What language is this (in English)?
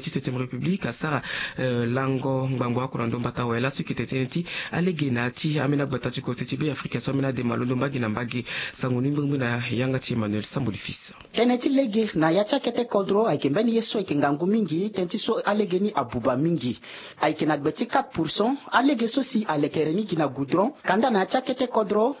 Sango